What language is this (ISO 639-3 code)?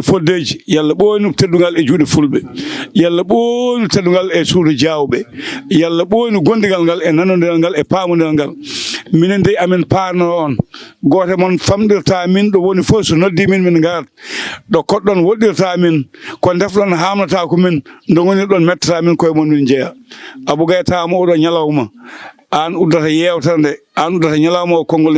ful